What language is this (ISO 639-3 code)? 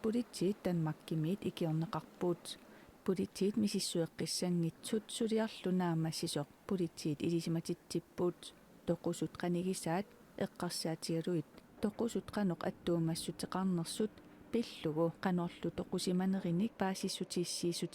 kal